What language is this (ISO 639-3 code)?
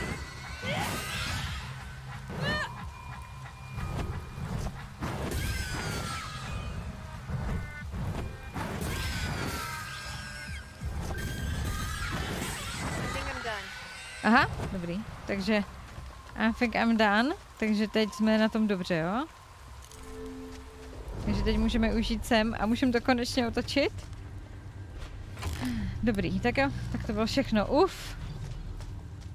ces